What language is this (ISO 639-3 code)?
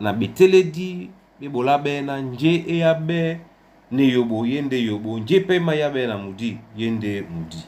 dua